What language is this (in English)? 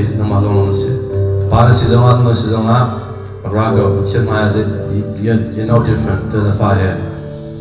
Hakha Chin